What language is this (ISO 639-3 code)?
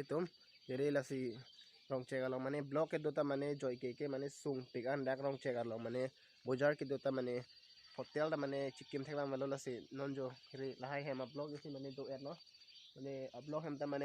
mjw